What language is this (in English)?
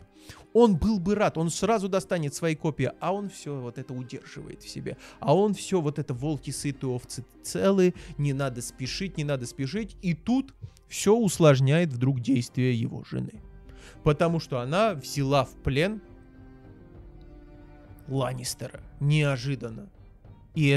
Russian